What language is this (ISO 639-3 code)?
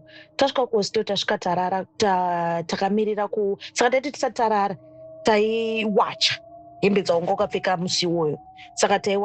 sna